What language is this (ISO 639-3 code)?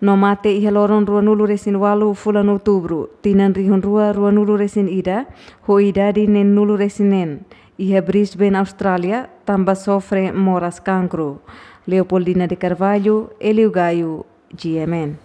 tet